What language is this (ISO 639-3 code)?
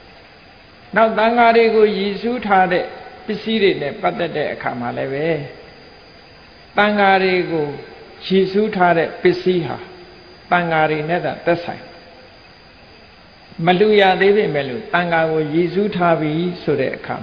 mya